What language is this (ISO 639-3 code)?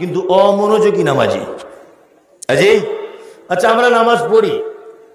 ben